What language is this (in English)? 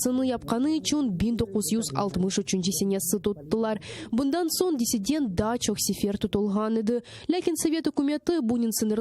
Crimean Tatar